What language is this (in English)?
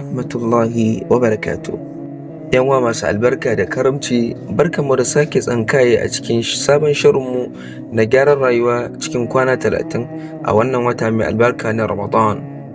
Hausa